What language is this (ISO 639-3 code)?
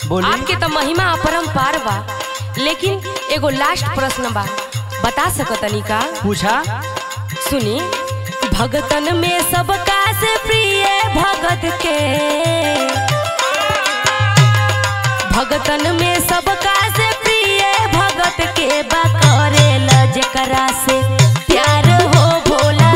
bho